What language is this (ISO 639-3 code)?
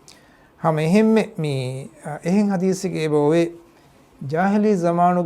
div